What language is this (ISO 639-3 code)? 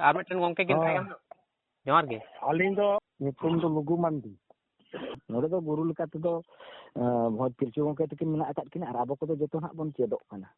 sat